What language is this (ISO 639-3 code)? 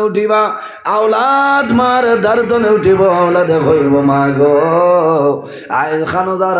syl